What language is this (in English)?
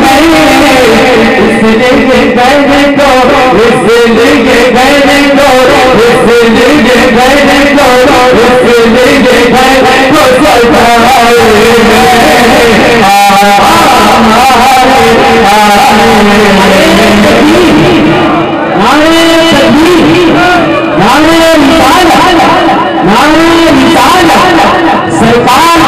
Hindi